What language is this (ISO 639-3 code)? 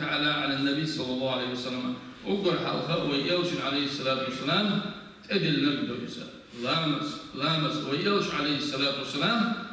che